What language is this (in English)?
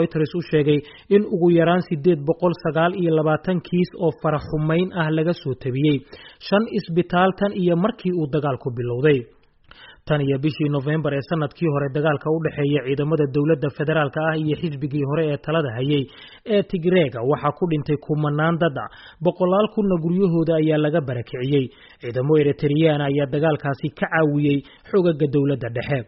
Somali